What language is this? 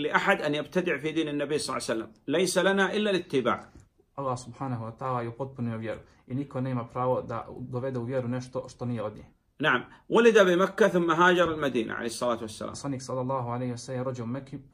Serbian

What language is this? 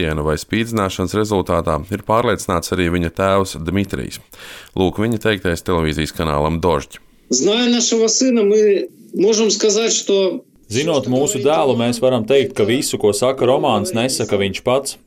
Latvian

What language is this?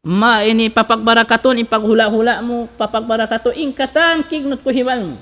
Tausug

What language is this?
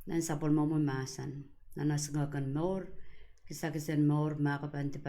Pohnpeian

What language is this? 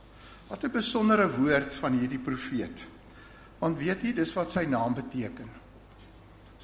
Afrikaans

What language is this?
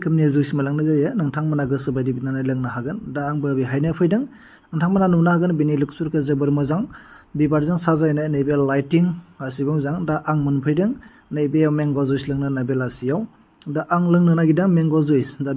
Bodo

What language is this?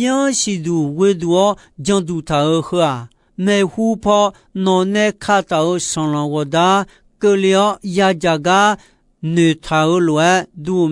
Akha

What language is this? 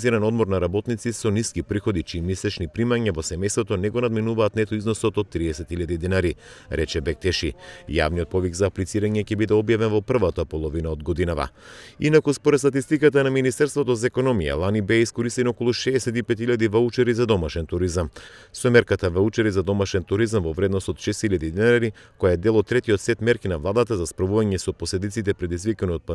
Macedonian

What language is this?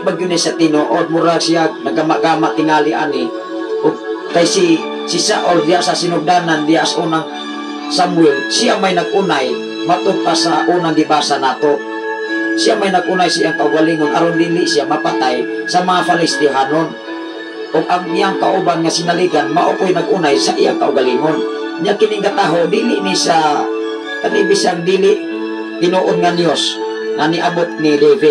Cebuano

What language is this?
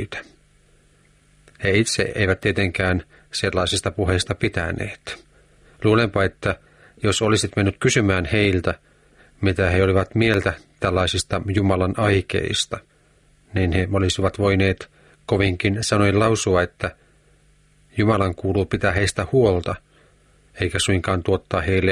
Finnish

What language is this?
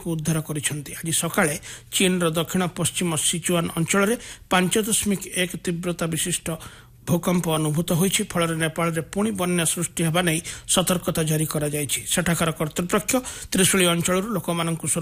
Odia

